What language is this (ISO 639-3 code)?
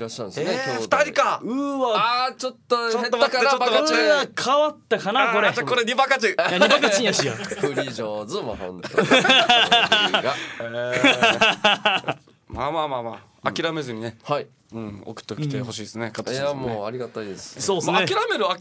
jpn